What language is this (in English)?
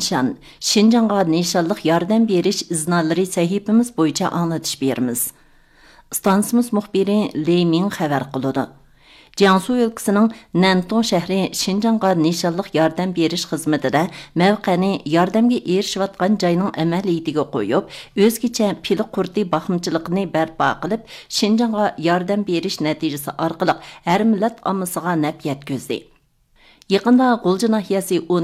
Uyghur